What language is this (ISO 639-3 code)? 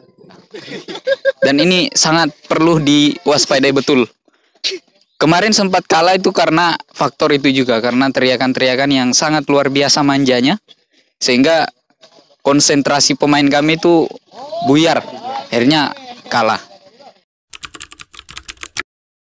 ind